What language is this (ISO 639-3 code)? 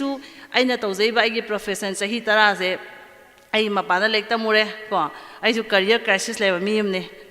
mni